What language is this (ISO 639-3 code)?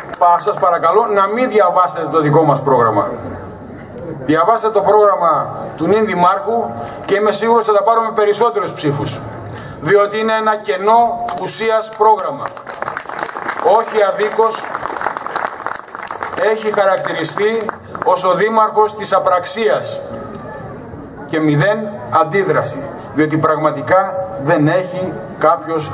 ell